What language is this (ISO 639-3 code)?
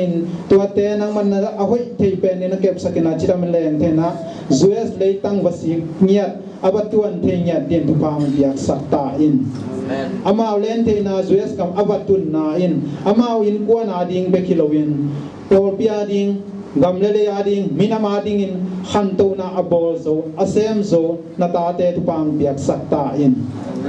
ctd